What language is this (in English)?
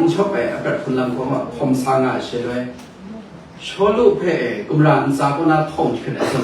Kachin